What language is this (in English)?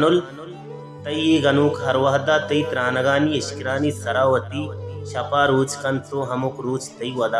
Baluchi